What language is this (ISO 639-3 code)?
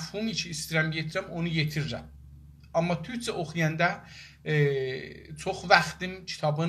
azb